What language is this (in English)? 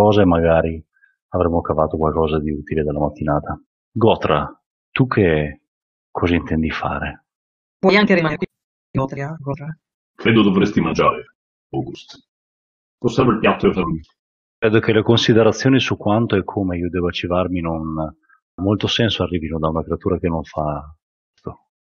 Italian